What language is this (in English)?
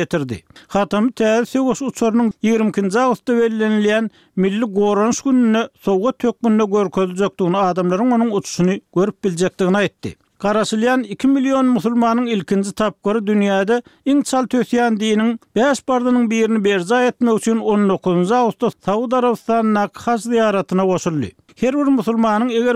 Turkmen